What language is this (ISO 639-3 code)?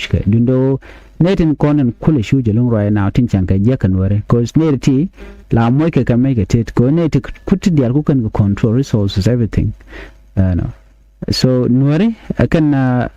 nus